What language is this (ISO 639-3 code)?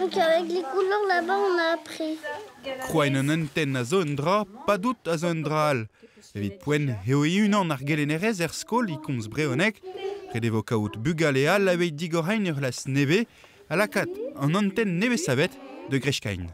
bre